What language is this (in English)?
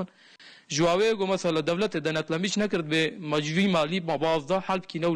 Kurdish